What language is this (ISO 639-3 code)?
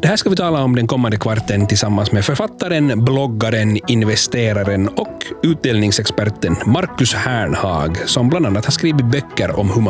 swe